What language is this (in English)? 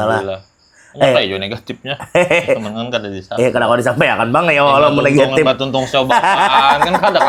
Banjar